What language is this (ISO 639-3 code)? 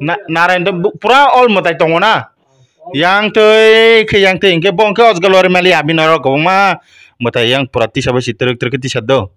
trp